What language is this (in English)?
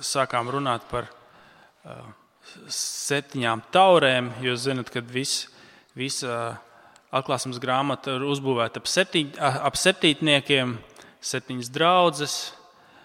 Latvian